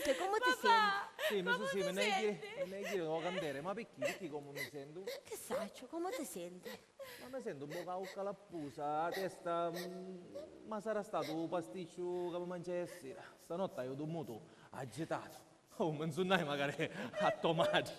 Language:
Sicilian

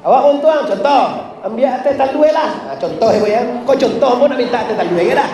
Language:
Minangkabau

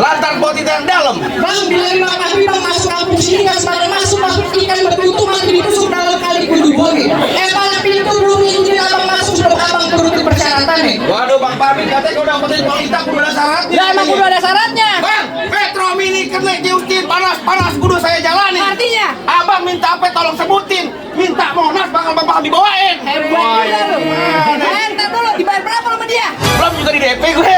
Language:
Betawi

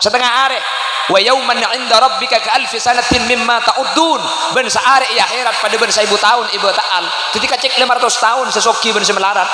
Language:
Madurese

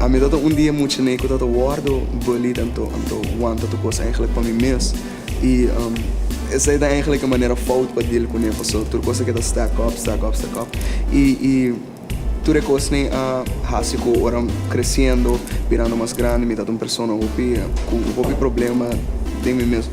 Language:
Papiamento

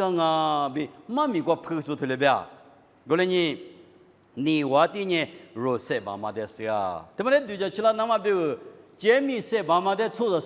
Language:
Lisu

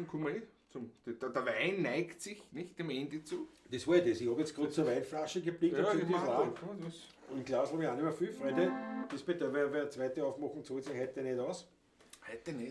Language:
Bavarian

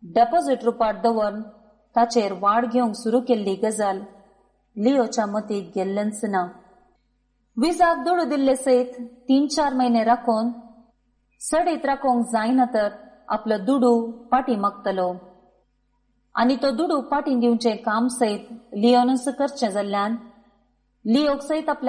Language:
Konkani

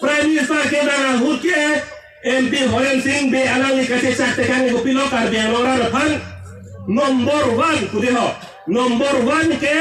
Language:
Karbi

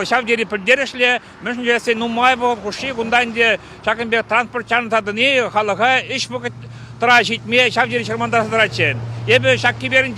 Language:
Chuvash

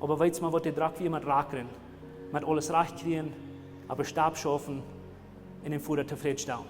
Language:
Plautdietsch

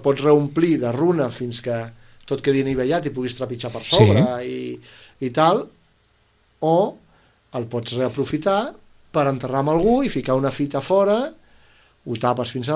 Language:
Catalan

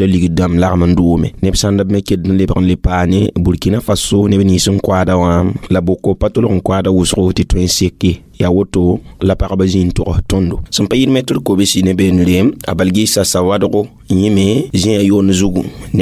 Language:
Mossi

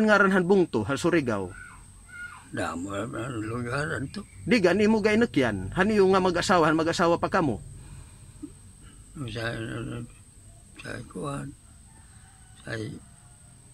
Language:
Waray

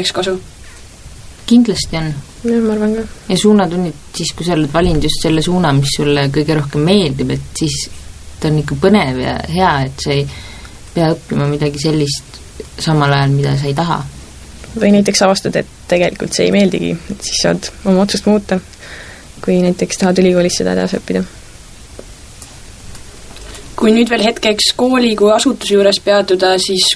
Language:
Estonian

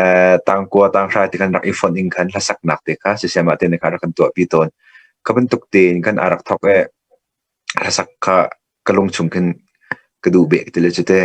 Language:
Hakha Chin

